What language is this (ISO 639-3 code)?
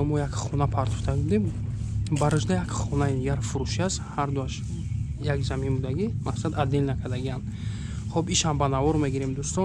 tgk